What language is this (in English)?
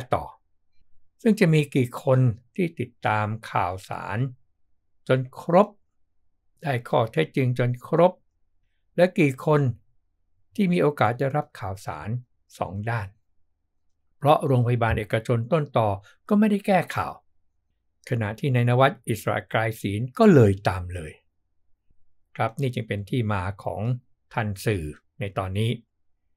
Thai